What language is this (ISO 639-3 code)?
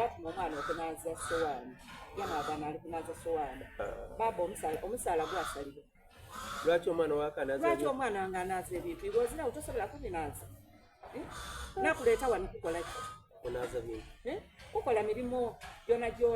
xog